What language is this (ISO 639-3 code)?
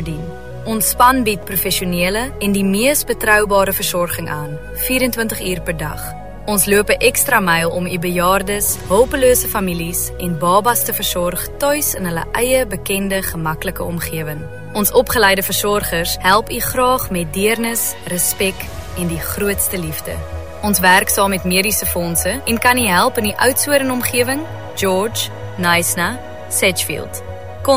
afr